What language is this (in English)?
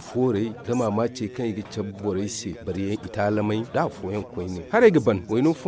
Zarma